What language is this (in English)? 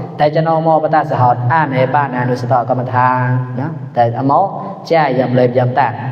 Mon